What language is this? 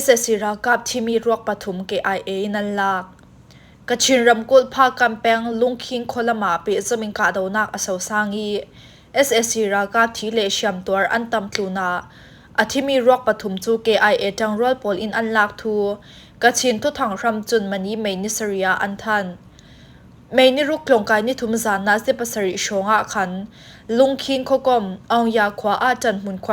Falam Chin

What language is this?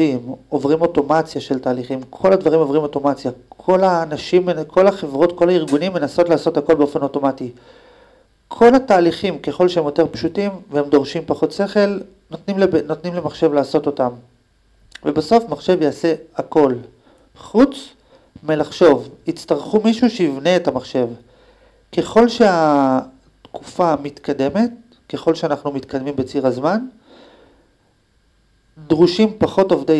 Hebrew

